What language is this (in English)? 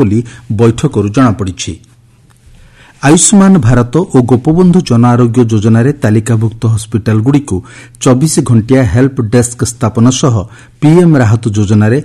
Odia